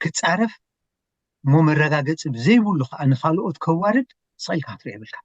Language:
Tigrinya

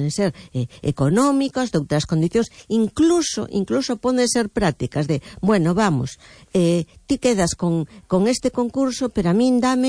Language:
Galician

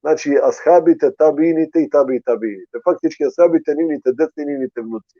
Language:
Balkan Romani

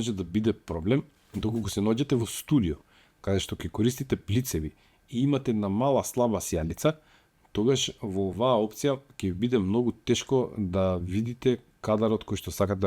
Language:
Macedonian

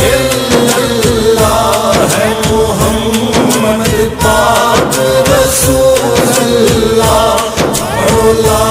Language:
Pahari-Potwari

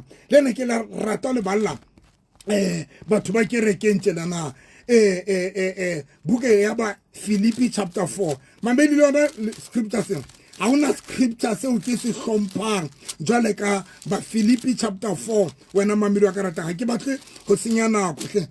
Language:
Southern Sotho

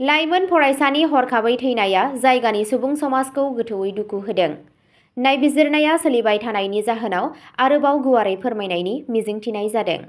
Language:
Bodo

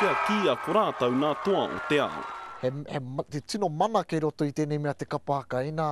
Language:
Māori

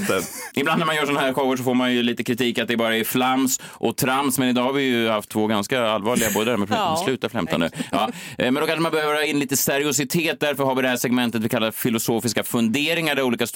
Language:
Swedish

